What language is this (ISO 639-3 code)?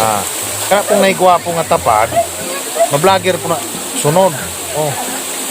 ceb